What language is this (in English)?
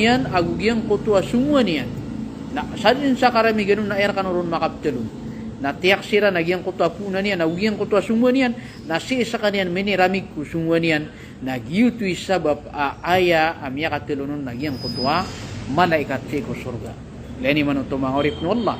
Maranao